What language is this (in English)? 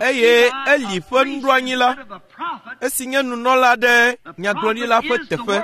Ewe